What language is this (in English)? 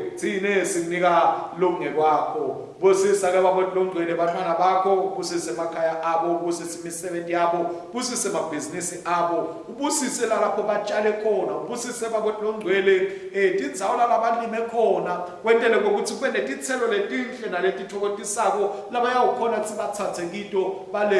Swati